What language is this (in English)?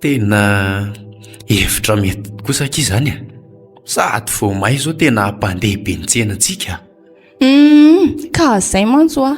Malagasy